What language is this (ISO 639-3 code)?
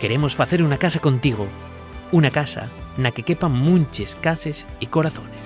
ast